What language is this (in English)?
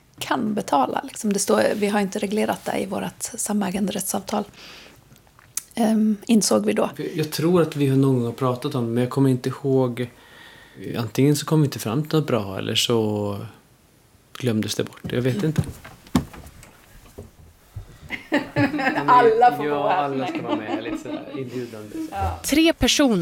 Swedish